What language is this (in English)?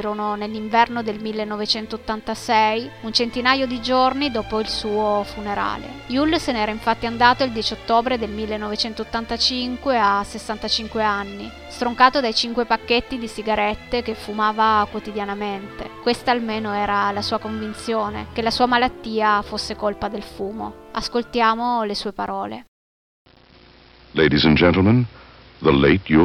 Italian